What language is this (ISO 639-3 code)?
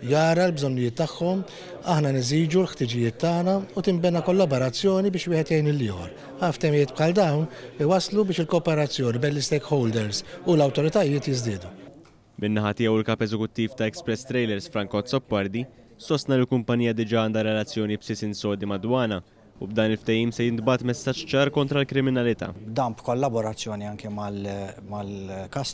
mlt